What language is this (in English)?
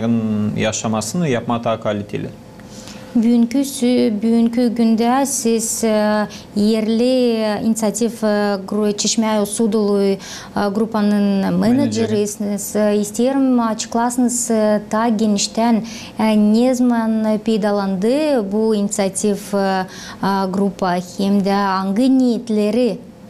Gagauz